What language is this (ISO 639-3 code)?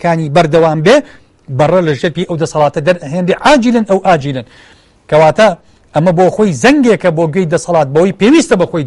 ckb